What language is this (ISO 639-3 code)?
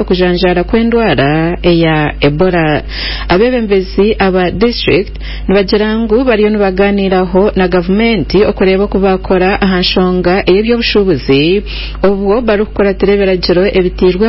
nyn